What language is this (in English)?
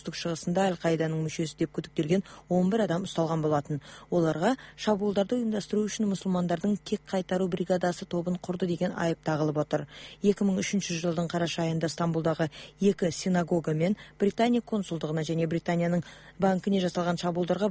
Kazakh